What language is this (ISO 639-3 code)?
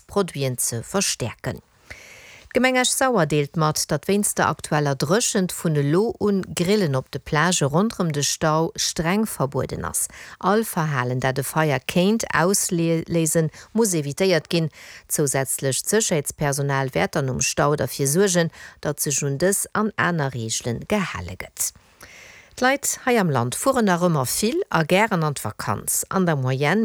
ltz